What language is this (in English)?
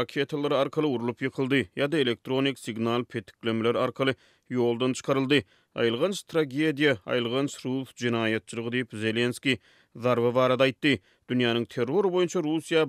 Turkmen